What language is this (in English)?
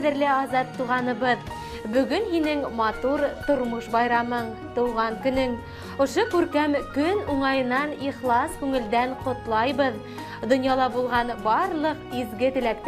Bashkir